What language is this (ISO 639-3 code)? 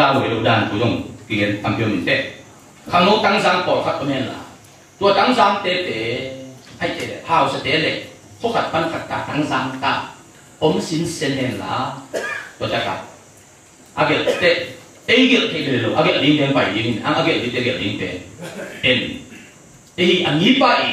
ctd